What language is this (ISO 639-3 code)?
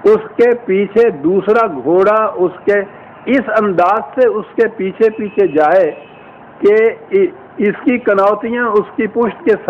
urd